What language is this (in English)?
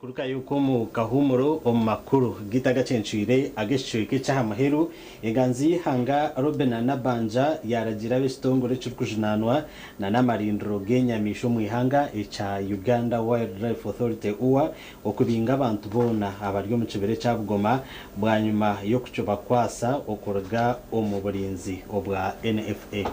Nyankole